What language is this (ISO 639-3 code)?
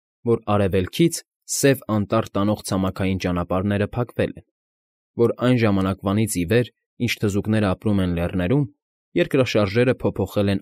hye